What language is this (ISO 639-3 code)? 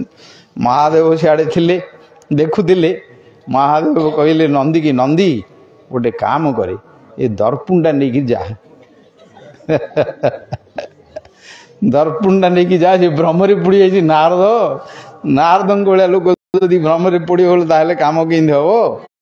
ori